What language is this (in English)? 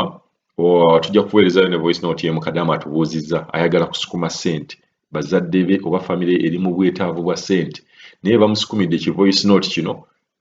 Ganda